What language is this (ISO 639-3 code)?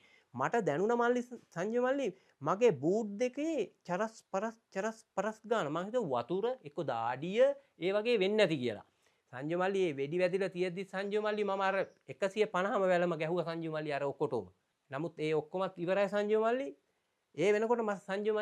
sin